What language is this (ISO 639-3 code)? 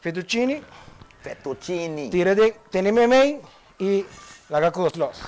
pap